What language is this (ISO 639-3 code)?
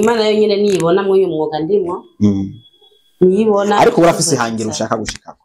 run